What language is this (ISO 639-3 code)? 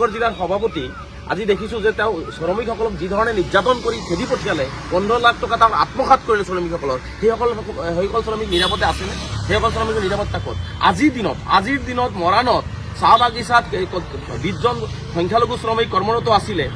asm